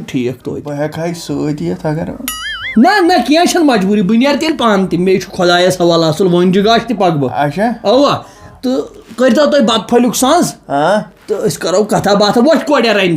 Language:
Kashmiri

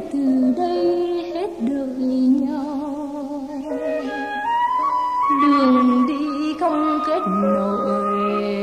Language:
Vietnamese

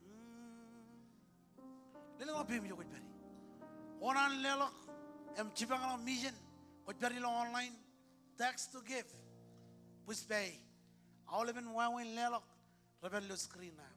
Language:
Marshallese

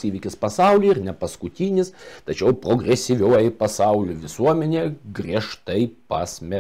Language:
Lithuanian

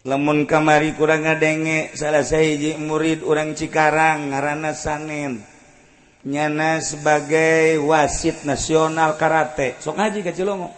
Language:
Sundanese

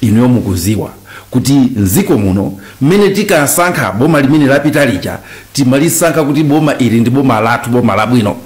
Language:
Nyanja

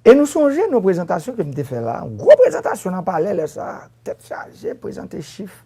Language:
Haitian Creole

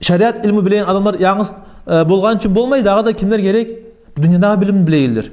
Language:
Kumyk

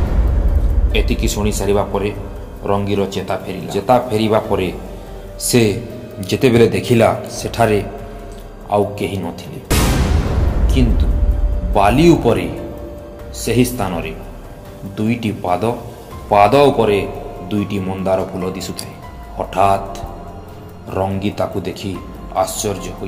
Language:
Odia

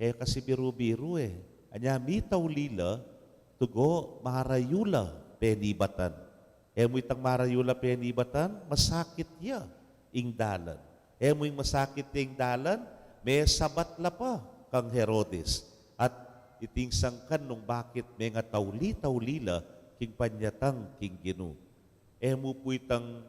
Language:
Pampanga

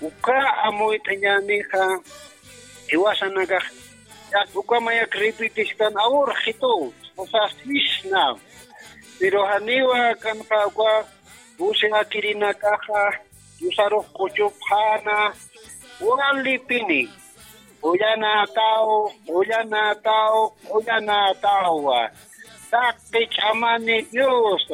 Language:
Aymara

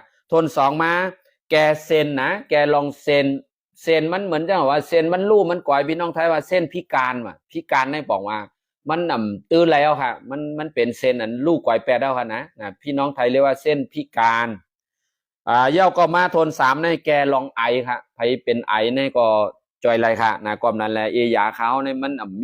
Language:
Shan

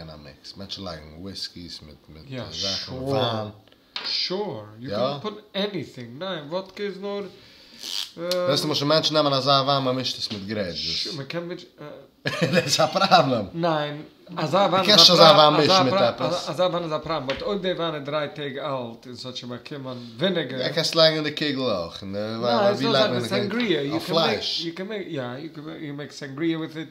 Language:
Yiddish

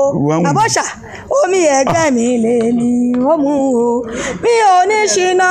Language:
Yoruba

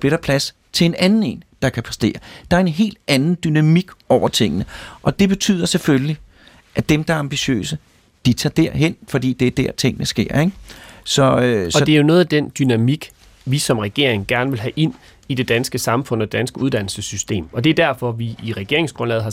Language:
Danish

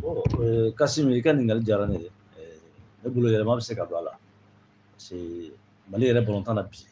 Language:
Bambara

